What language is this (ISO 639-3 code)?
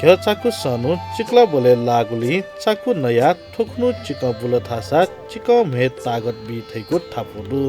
new